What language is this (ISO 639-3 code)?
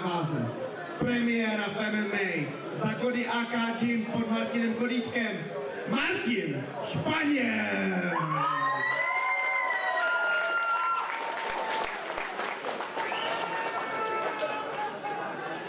slk